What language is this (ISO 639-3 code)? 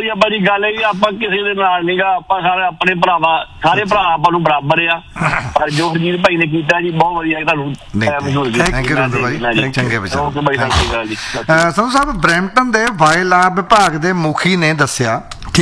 pan